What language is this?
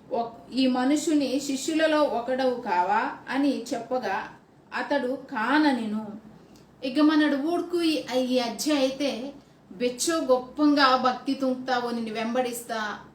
Koya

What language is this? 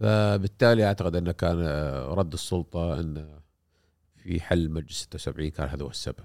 Gulf Arabic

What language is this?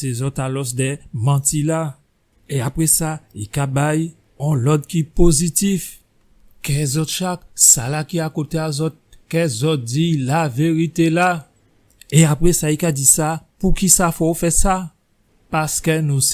Guadeloupean Creole French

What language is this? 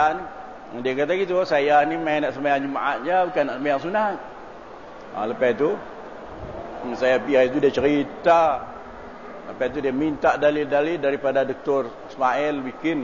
Malay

